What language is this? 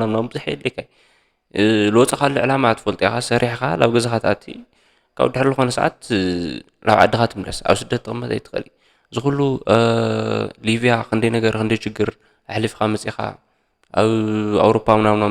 Tigrinya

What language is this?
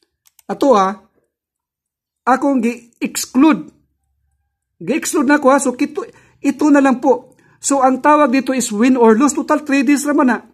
Filipino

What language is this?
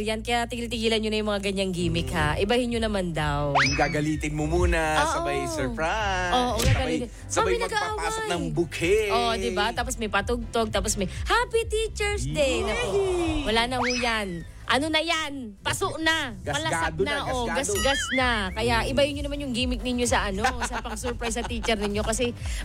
Filipino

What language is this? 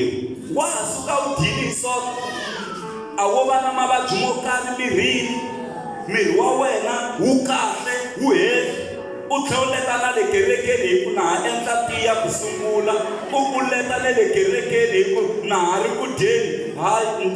Tsonga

